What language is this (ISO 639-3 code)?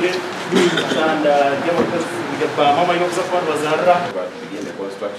nyn